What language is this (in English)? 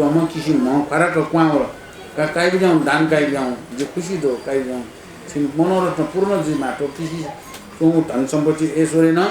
Newari